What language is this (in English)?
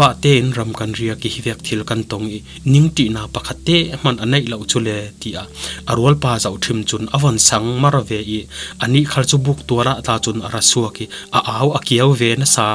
Falam Chin